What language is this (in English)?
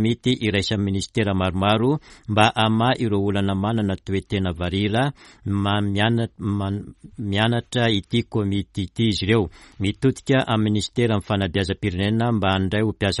Malagasy